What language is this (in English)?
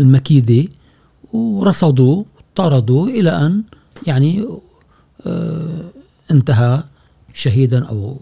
Gulf Arabic